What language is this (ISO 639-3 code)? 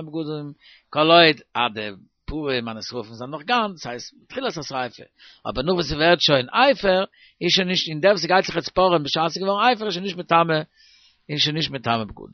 yid